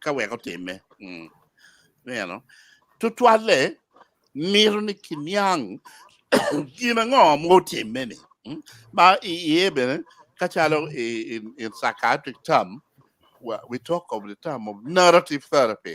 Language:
Acoli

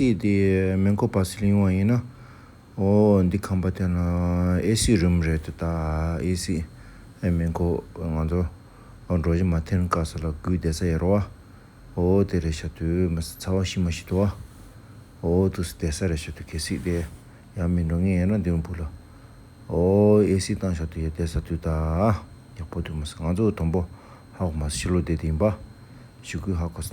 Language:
Tibetan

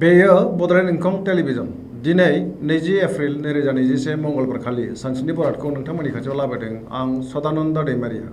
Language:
Bodo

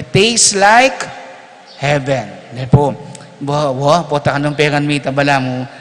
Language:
Pampanga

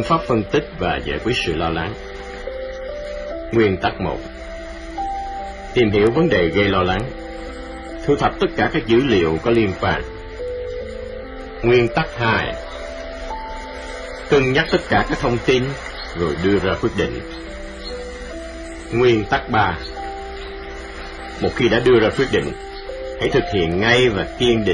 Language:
Vietnamese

